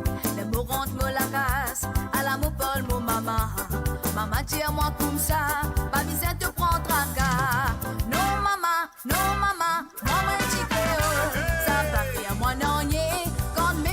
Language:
Morisyen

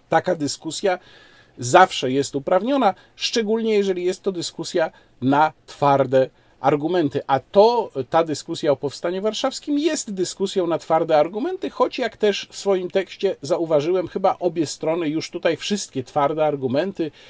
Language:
Polish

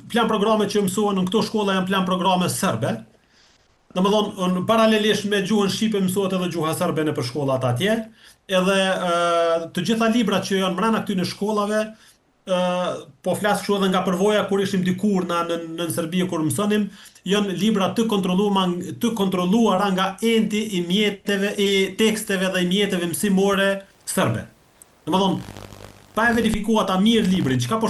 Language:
Albanian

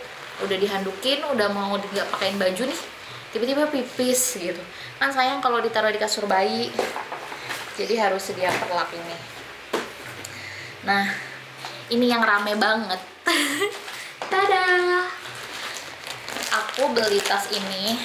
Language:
Indonesian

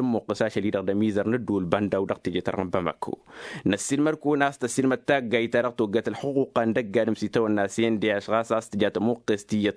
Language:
Tamasheq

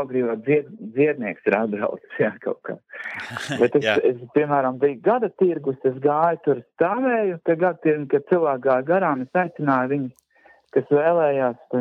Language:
Latvian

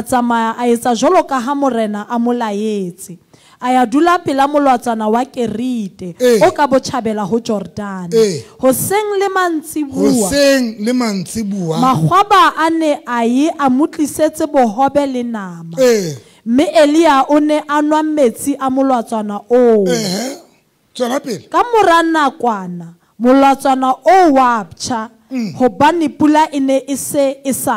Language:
Southern Sotho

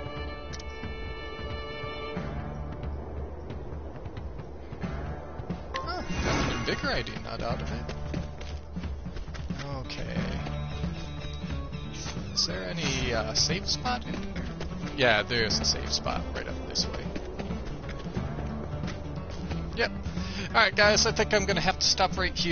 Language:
English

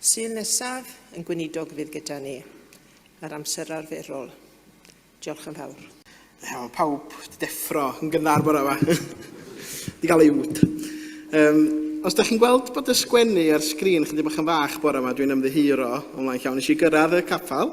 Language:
Welsh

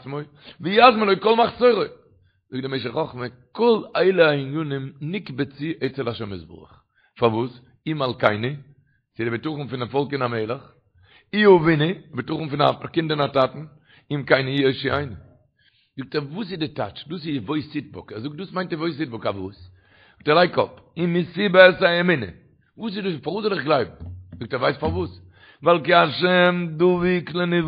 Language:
Yiddish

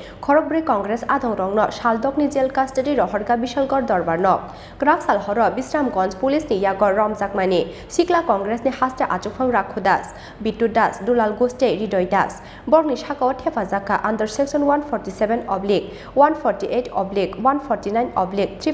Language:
Kok Borok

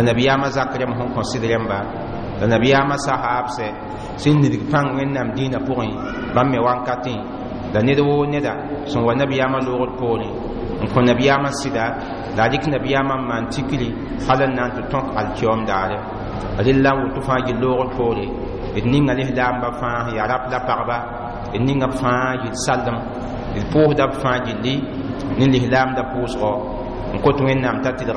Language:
Mossi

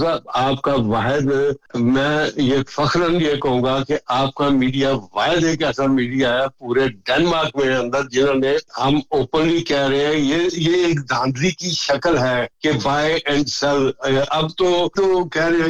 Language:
Urdu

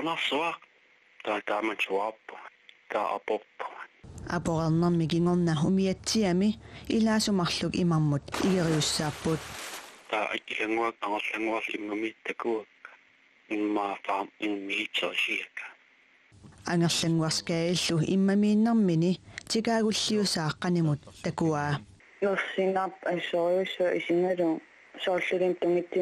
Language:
Kalaallisut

